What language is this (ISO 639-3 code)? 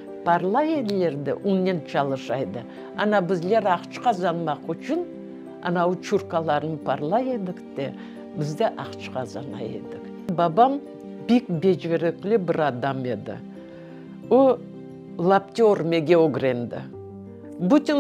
crh